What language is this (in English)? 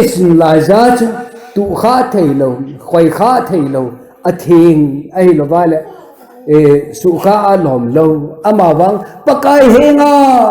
Thado Chin